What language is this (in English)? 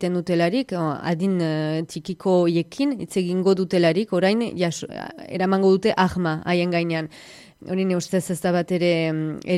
Basque